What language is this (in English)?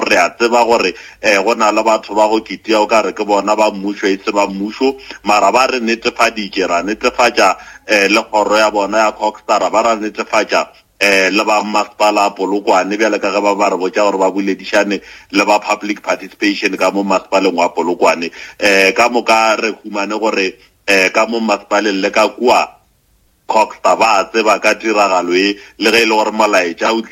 Northern Sotho